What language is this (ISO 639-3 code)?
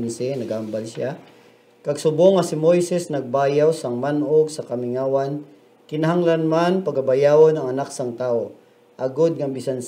hil